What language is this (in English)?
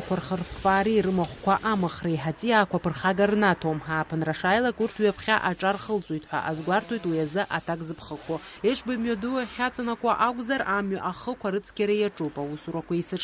Abkhazian